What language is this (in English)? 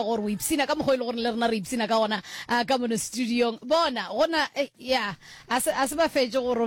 Northern Sotho